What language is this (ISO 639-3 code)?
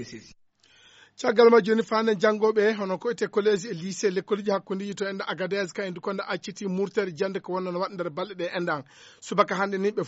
ful